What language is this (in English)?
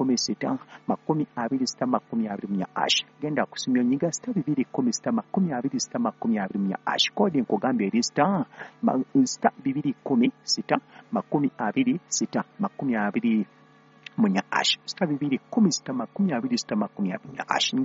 Ganda